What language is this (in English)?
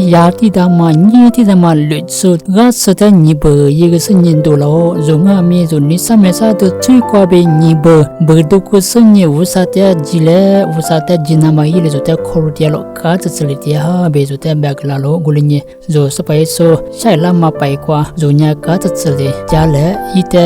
Lisu